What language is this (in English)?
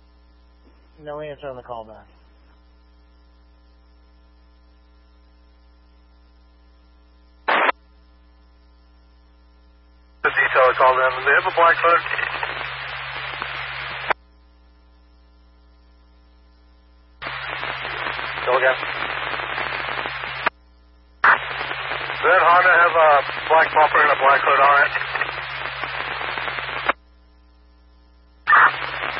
English